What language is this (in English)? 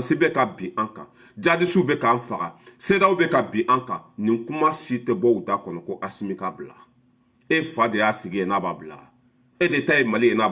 Bambara